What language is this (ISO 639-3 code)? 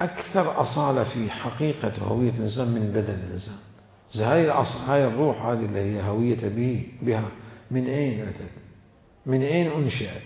acm